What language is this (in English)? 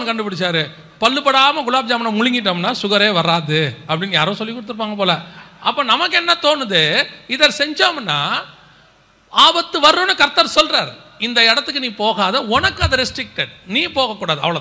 Tamil